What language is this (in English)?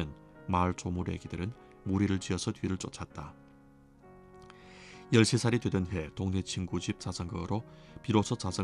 Korean